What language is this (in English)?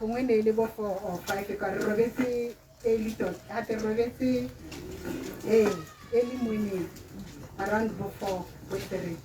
Tswana